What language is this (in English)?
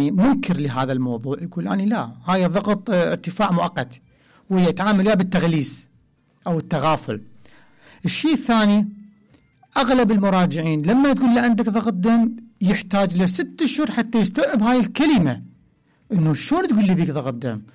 Mesopotamian Arabic